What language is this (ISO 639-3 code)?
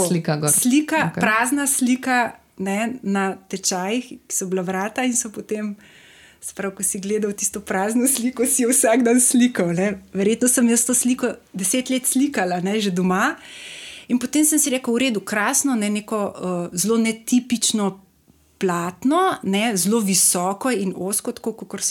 slv